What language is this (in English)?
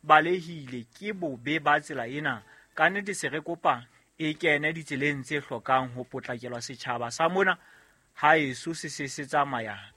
Southern Sotho